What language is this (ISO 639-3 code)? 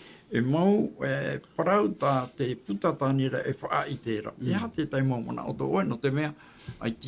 tah